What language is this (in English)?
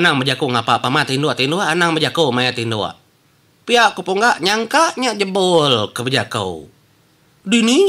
Iban